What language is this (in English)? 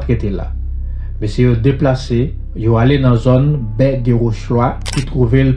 Haitian Creole